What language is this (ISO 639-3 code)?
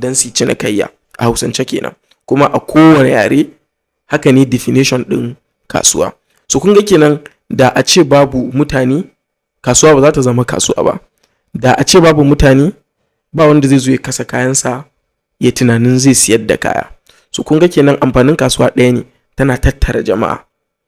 hau